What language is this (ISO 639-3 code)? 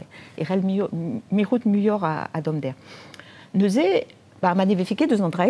bre